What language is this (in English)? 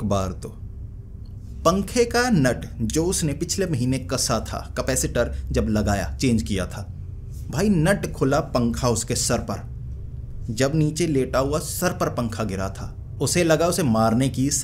Hindi